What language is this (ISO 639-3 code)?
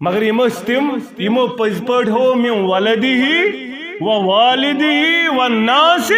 kas